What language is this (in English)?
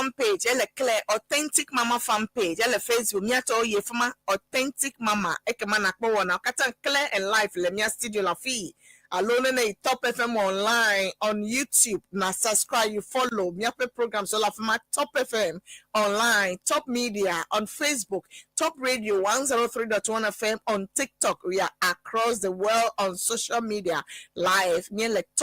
Ewe